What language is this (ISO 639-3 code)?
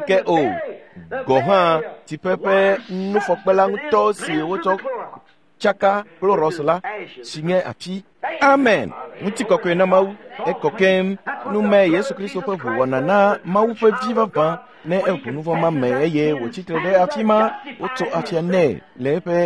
ewe